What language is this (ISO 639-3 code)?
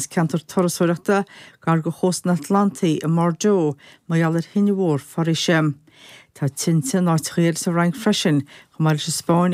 gle